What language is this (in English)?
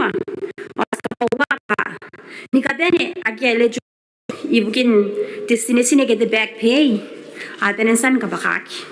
Gilbertese